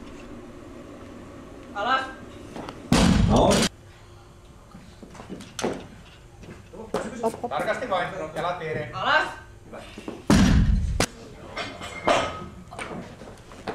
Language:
Finnish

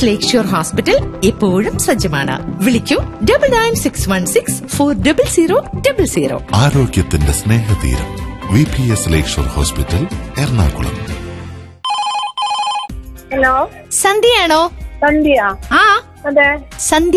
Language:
Malayalam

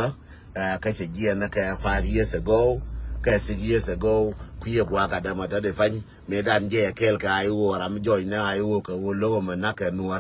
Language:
Nuer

